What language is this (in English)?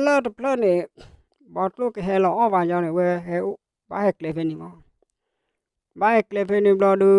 S'gaw Karen